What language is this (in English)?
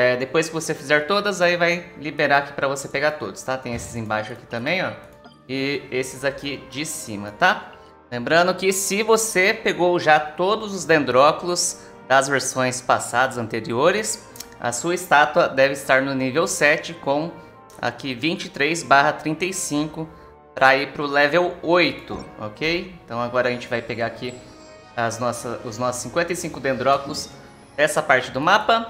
Portuguese